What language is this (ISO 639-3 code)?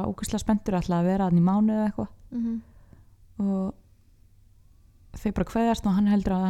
isl